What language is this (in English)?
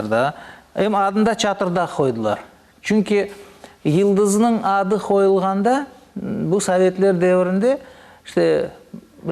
Crimean Tatar